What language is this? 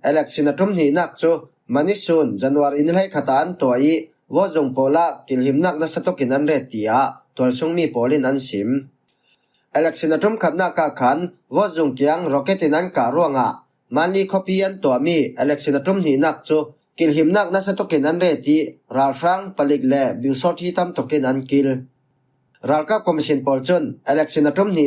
Falam Chin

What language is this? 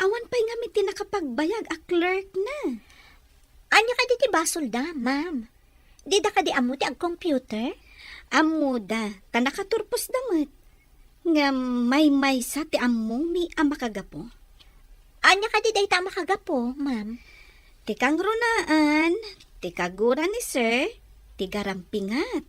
Iloko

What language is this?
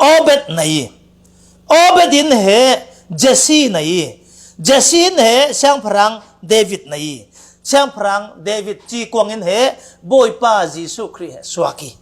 Falam Chin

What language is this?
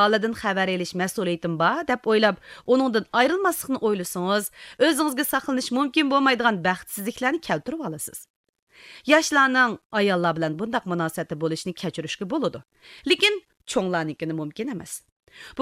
Uyghur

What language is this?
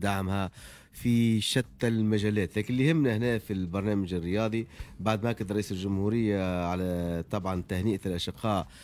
Tunisian Arabic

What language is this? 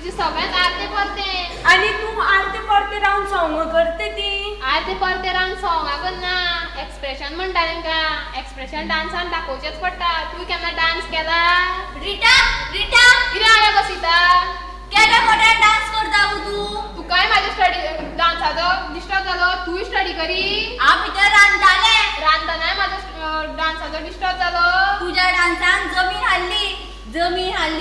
Konkani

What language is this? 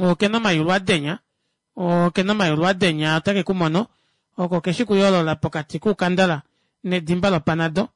Kuanyama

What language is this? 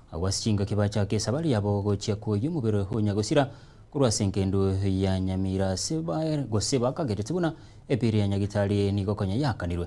Gusii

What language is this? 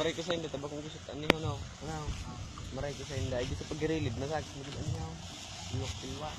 Bikol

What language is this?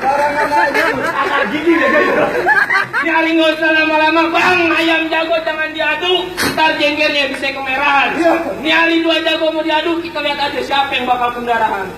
Betawi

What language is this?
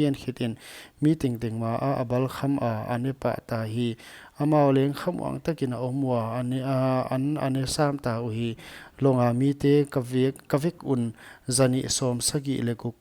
Paite Chin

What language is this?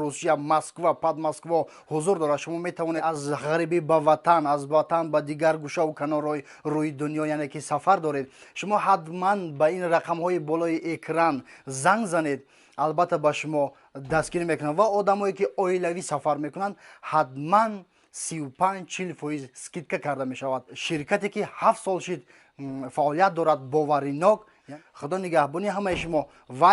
Tajik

